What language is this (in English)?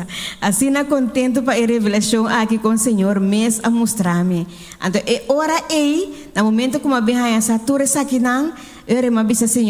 Papiamento